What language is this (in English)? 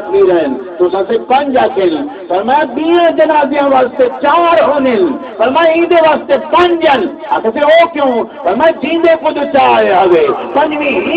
Saraiki